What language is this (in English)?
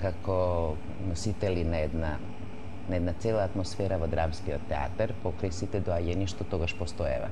Macedonian